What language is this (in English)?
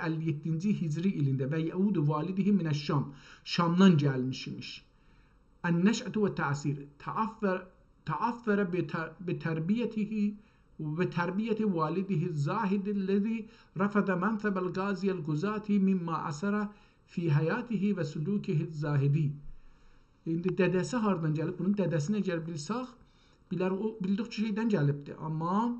South Azerbaijani